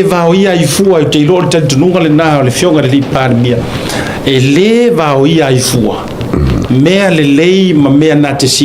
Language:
Samoan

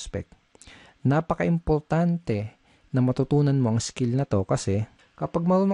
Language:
Filipino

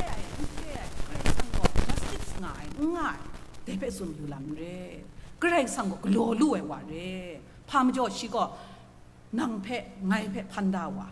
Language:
Kachin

